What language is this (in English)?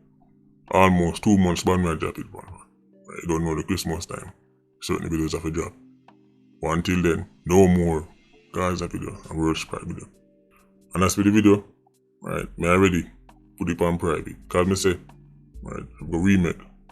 Jamaican Creole English